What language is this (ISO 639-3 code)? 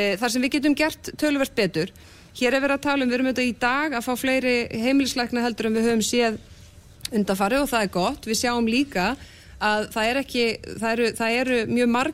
isl